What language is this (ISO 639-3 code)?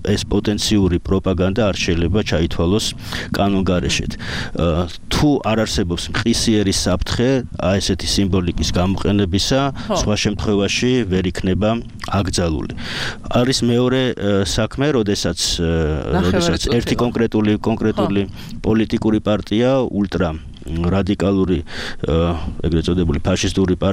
kat